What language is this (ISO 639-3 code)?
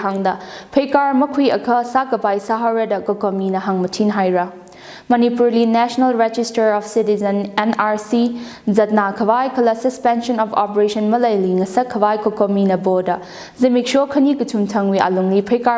nmf